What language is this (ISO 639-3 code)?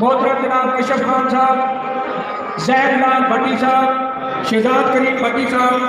skr